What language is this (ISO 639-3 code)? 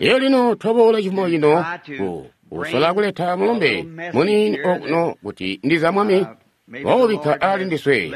toi